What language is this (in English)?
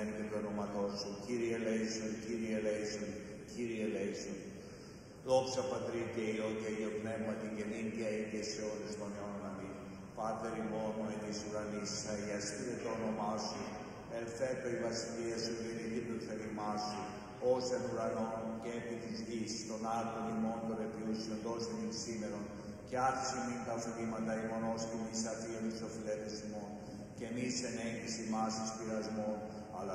Greek